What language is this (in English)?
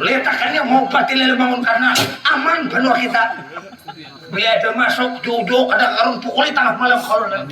Banjar